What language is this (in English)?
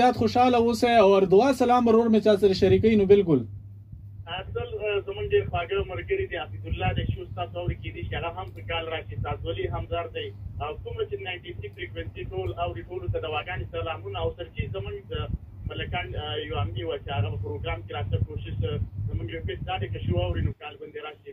Pashto